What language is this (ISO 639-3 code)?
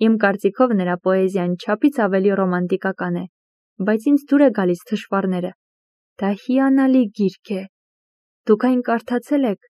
hye